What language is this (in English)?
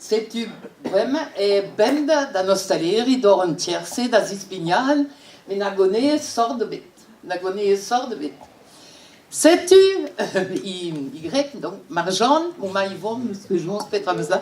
Breton